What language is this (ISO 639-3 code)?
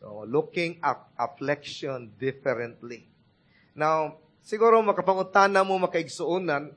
ceb